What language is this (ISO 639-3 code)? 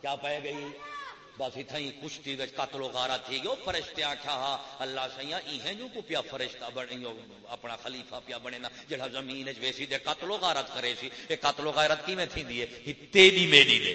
skr